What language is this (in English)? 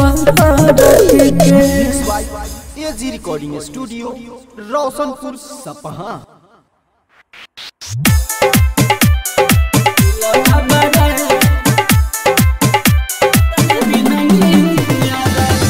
Bhojpuri